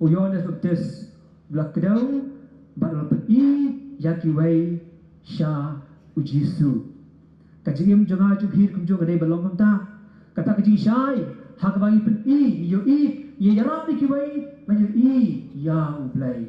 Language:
Khasi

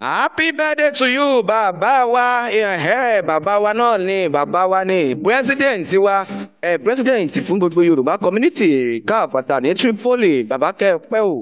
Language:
Yoruba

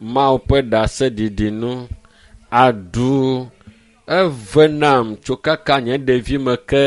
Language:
Ewe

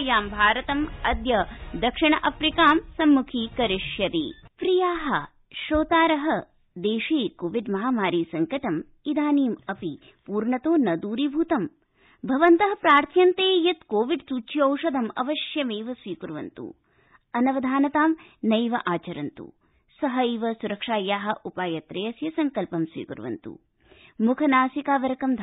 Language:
Sanskrit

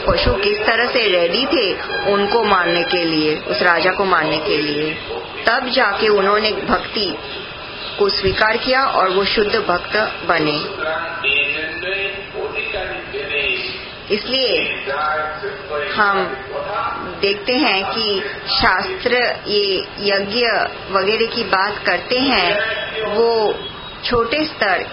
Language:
Hindi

